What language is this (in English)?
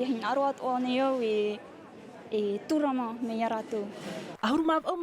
Tahitian